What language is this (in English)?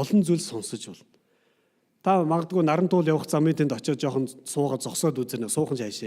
Mongolian